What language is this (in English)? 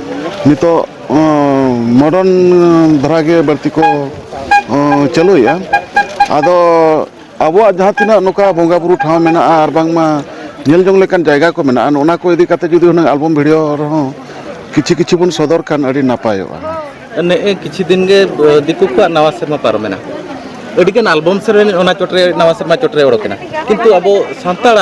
Santali